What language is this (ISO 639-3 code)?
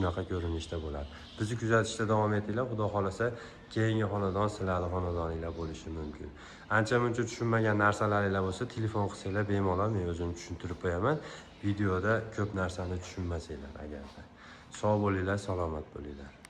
uzb